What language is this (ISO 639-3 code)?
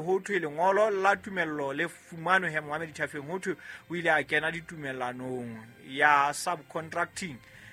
sot